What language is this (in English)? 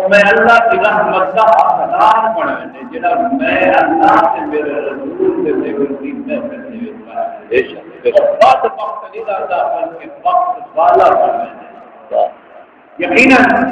Saraiki